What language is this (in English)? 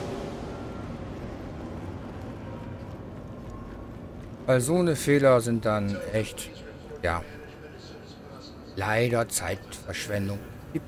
German